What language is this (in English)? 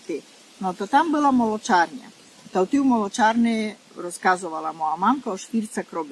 Rusyn